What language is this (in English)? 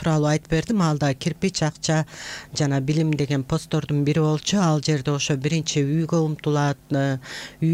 Kyrgyz